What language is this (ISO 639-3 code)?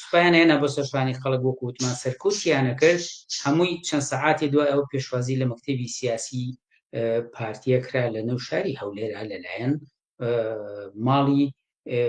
ckb